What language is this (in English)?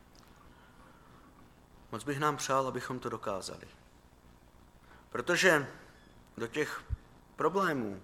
Czech